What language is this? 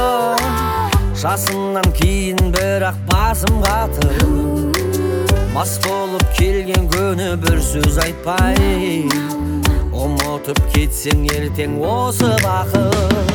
Kazakh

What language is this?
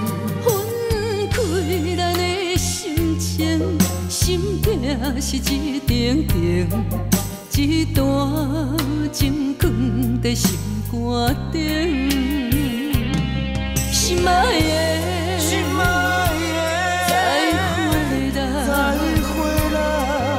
Min Nan Chinese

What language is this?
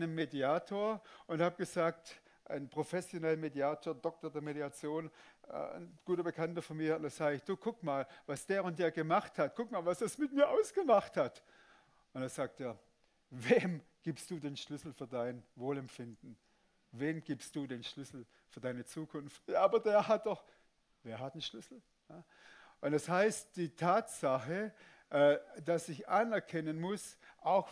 Swiss German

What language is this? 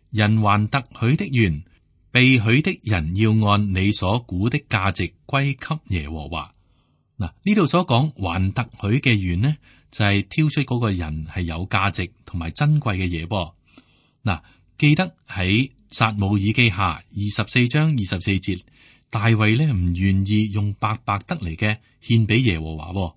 Cantonese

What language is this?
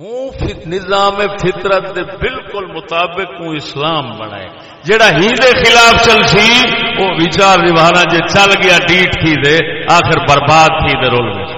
Saraiki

